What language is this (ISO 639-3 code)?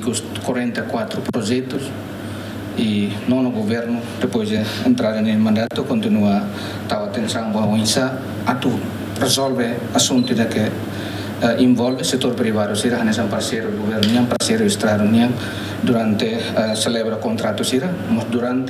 tet